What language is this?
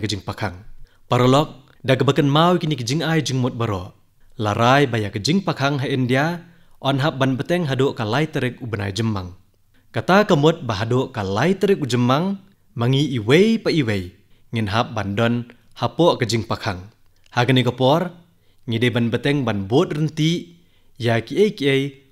Khasi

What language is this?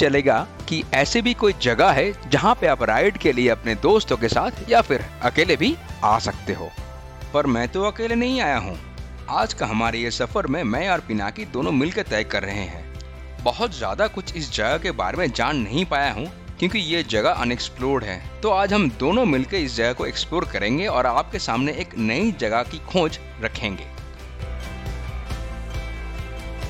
Hindi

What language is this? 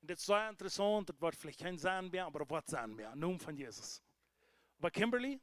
Plautdietsch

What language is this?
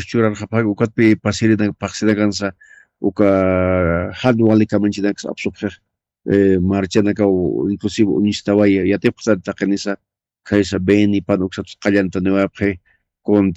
Aymara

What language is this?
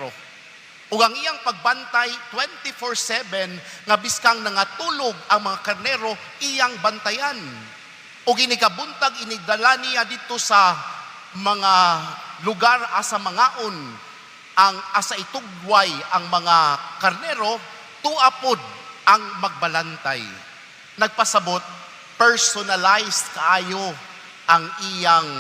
Cebuano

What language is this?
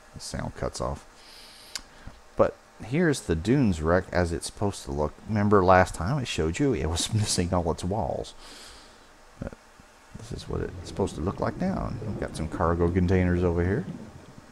English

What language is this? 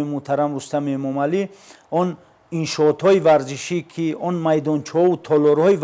Tajik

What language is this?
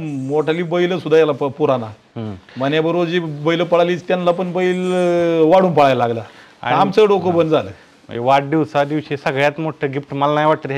Marathi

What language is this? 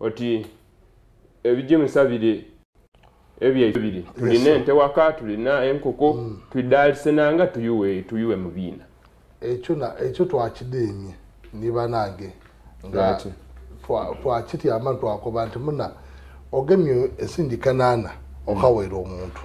Soga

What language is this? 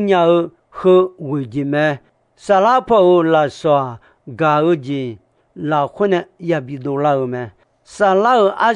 Akha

